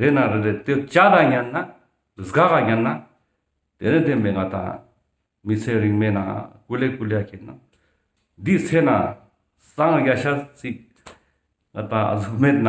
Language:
Ladakhi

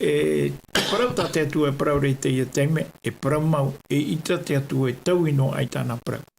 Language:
Tahitian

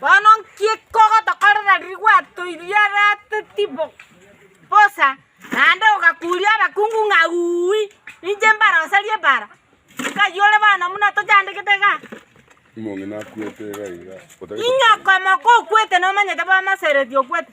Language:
Gusii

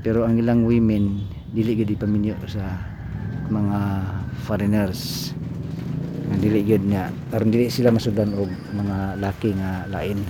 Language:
Cebuano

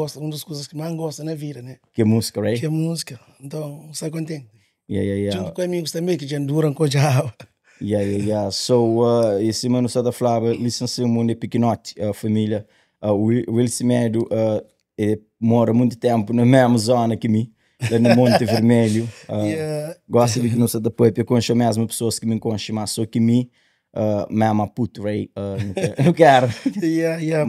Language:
Kabuverdianu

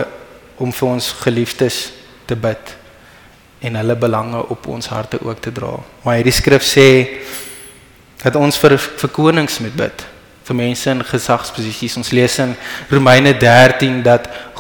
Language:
Afrikaans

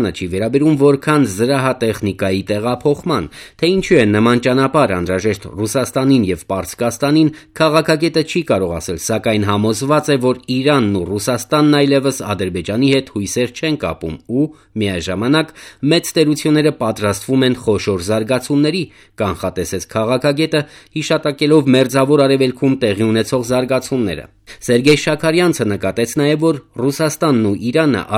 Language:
Armenian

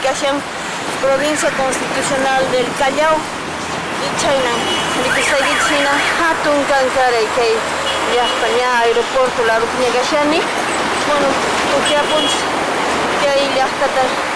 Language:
Quechua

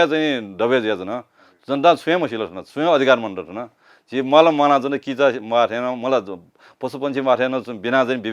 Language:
Newari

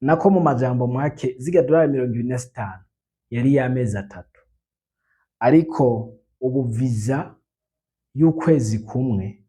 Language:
Rundi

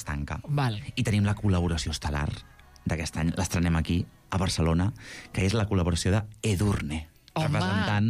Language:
Catalan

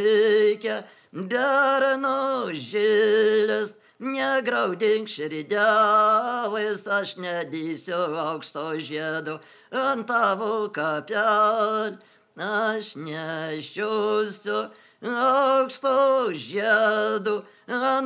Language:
Lithuanian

